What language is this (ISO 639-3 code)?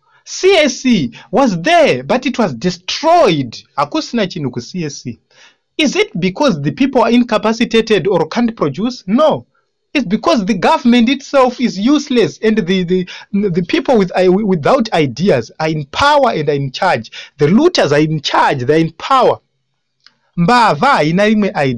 sna